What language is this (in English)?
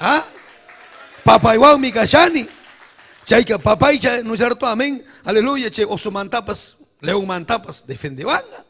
Ayacucho Quechua